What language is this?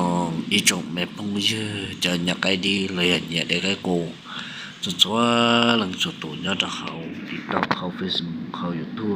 Hmong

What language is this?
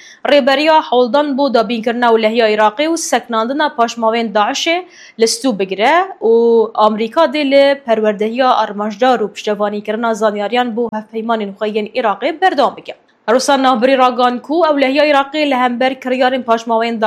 Kurdish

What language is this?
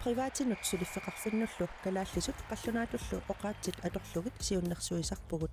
Kalaallisut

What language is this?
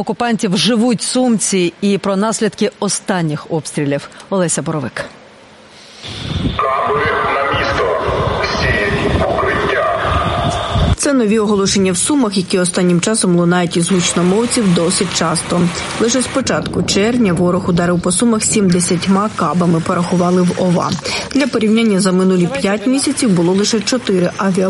Ukrainian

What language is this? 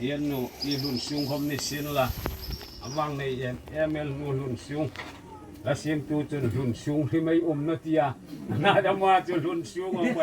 Hmar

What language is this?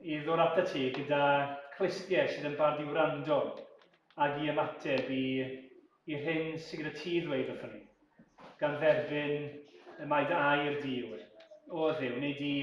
Welsh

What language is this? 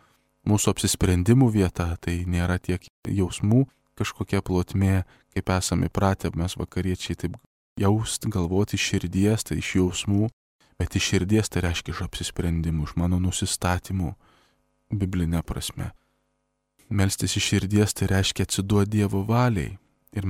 Lithuanian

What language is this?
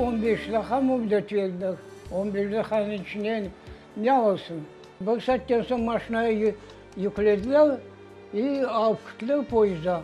Crimean Tatar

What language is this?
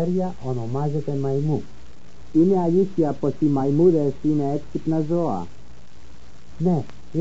Greek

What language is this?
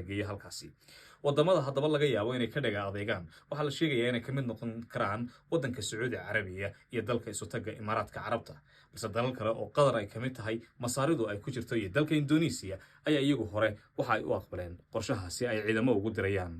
Somali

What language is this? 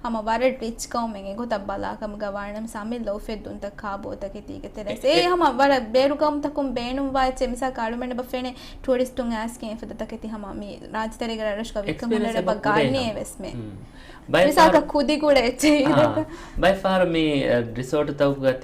Divehi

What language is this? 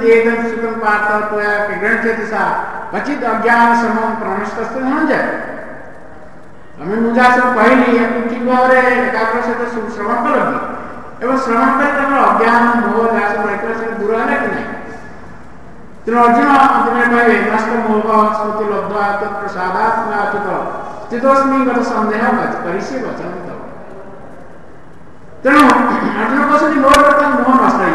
Odia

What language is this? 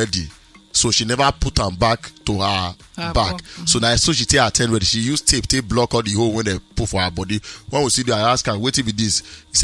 Nigerian Pidgin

